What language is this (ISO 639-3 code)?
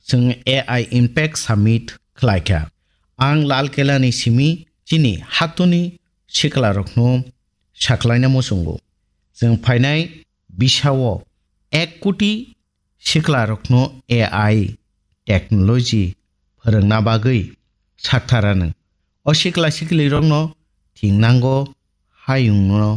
trp